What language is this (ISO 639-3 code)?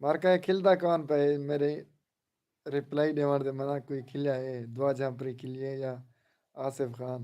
skr